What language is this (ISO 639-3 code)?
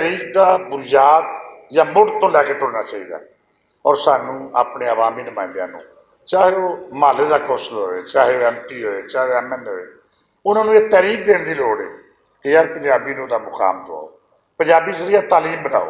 lah